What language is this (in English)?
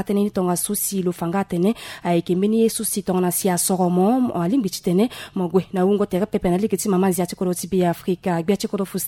Sango